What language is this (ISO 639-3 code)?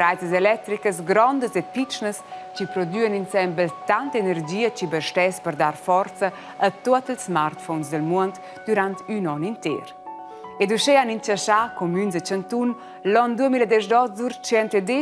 roh